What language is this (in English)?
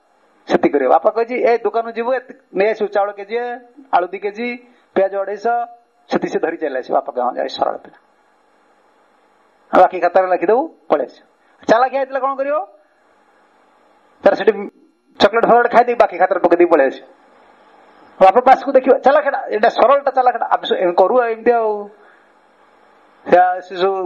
Odia